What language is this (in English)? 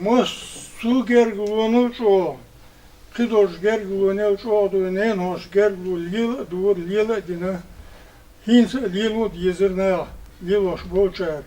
Chechen